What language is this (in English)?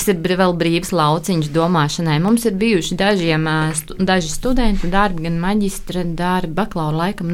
Latvian